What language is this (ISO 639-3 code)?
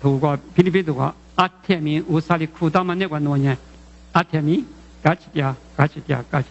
lis